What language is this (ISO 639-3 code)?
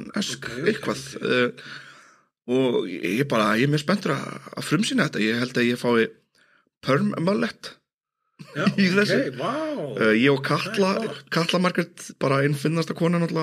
isl